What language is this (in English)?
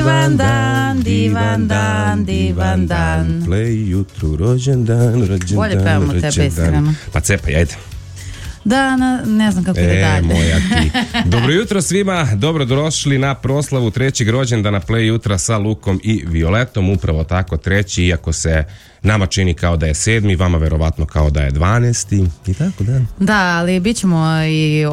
Serbian